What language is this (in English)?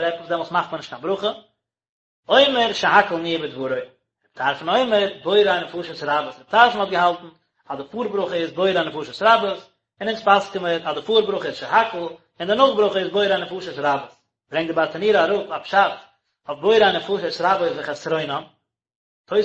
Yiddish